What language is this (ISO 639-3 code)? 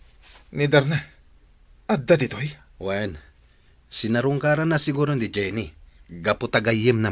ilo